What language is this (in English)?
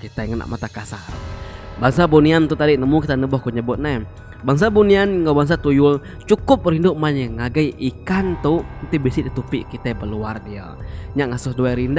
Iban